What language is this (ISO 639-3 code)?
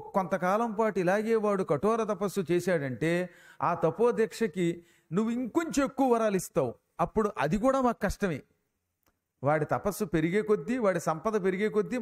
tel